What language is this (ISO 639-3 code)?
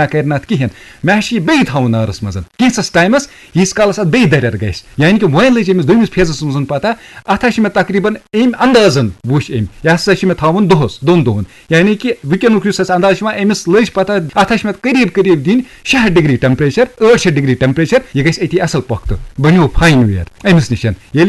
kas